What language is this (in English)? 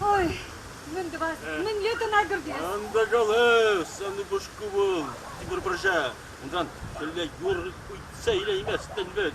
Chuvash